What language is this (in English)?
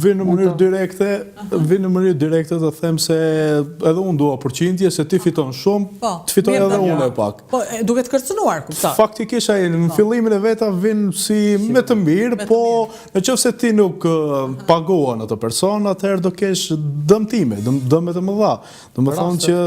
Albanian